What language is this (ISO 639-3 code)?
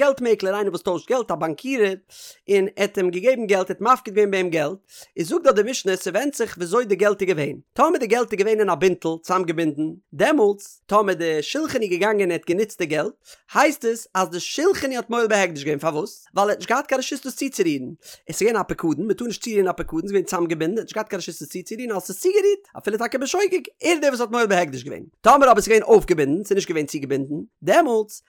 yid